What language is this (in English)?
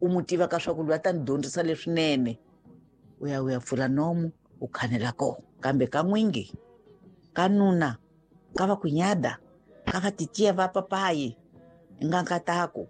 Tsonga